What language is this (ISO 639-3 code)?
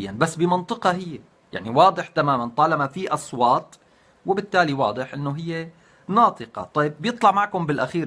apc